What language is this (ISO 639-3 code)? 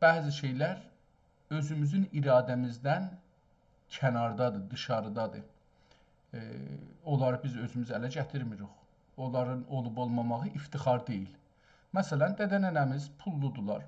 azb